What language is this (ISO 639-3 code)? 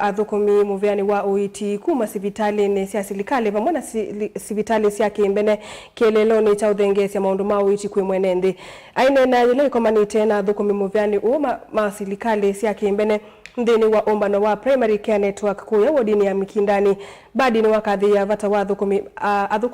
kam